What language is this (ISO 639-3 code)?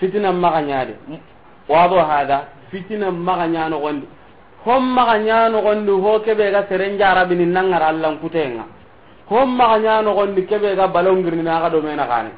snk